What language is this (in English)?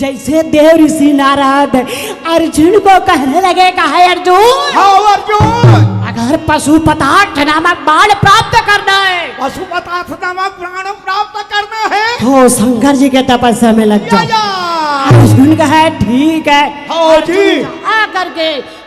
Chhattisgarhi